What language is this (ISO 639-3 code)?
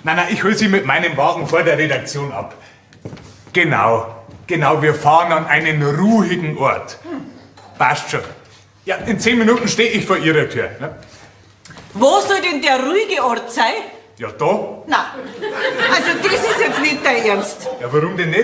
bar